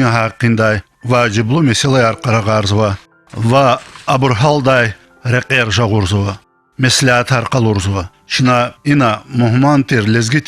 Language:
Lezghian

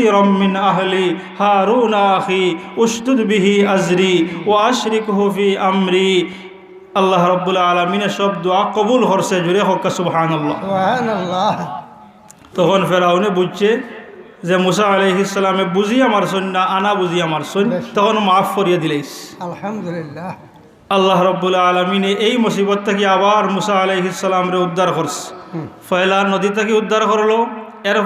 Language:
Sylheti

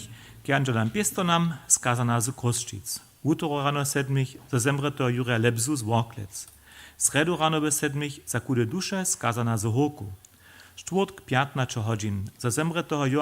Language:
Upper Sorbian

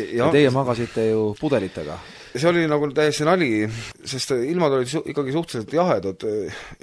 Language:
Estonian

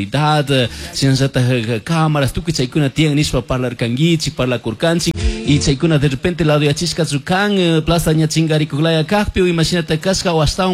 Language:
Chimborazo Highland Quichua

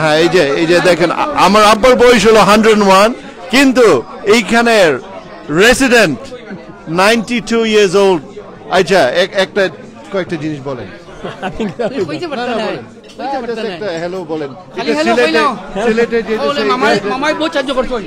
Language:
Sylheti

